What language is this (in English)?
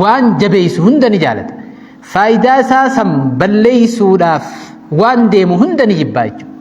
Oromo